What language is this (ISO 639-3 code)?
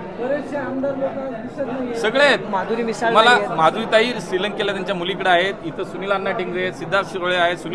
mar